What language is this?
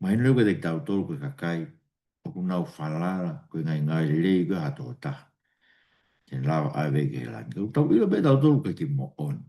Tongan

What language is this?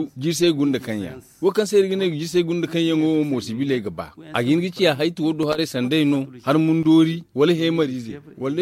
Zarma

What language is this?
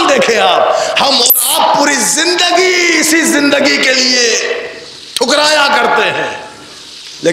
Urdu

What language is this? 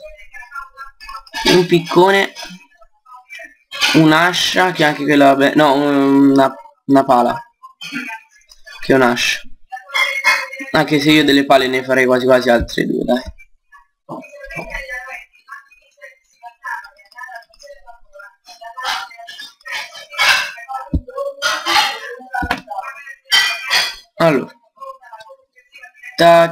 Italian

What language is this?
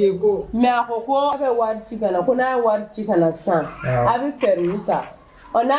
Bambara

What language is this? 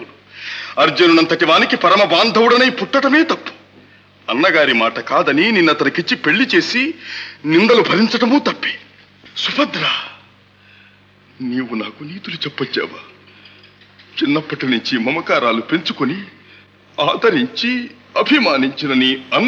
Telugu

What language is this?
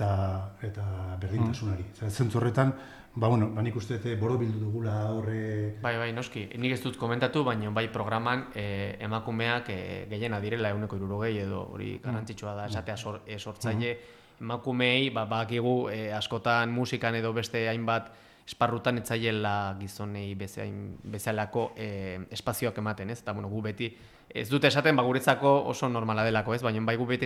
Basque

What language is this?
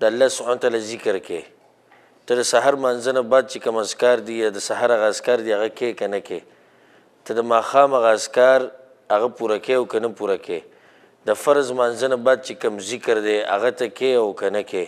Pashto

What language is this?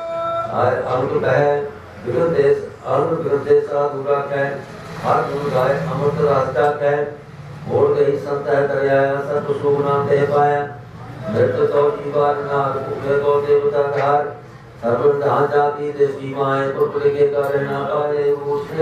Punjabi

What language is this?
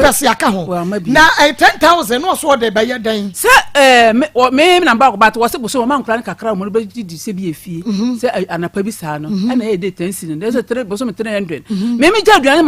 Akan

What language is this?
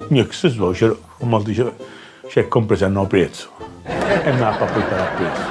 Sicilian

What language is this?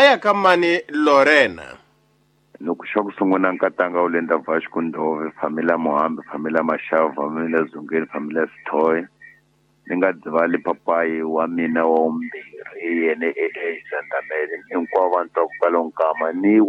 Tsonga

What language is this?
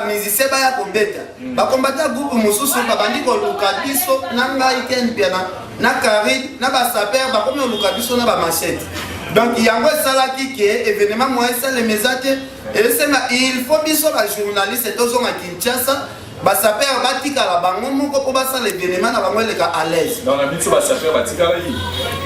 Lingala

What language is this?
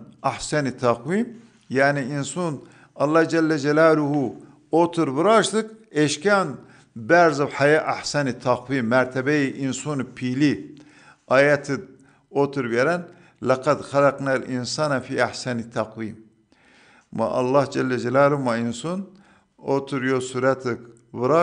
Zaza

